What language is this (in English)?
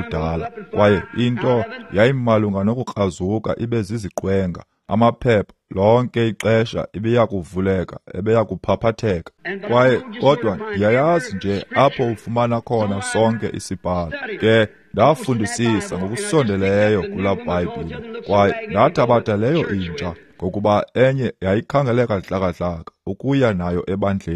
Xhosa